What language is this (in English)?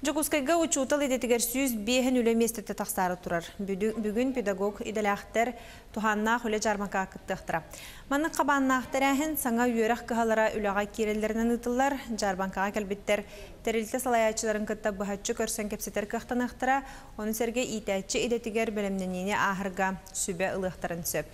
Yakut